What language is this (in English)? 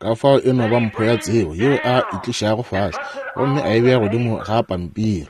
Northern Sotho